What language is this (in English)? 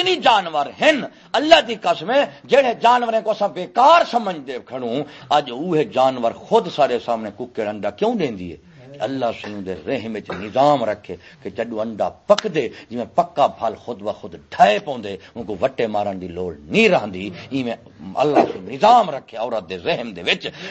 Saraiki